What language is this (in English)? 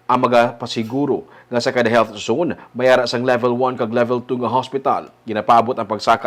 Hiligaynon